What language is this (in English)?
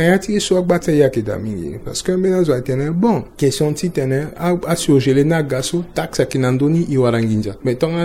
Sango